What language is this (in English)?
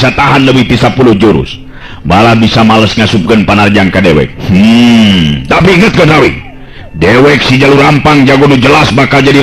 Sundanese